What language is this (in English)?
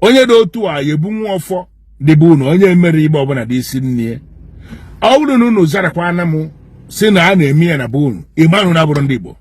Igbo